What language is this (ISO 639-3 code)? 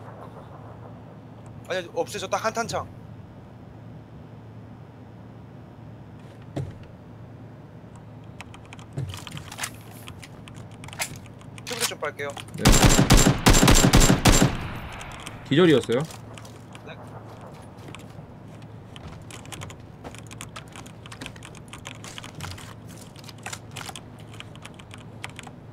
kor